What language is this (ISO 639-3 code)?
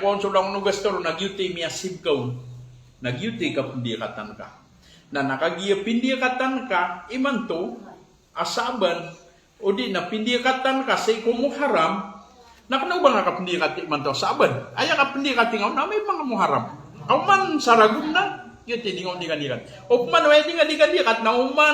mrw